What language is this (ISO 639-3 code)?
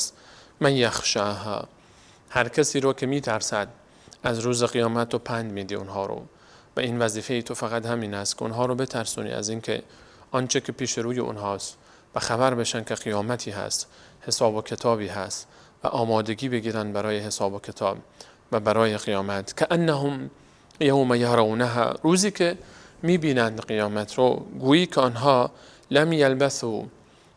fas